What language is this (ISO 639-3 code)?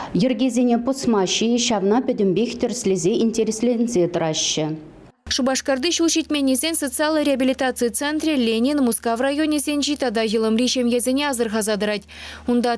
chv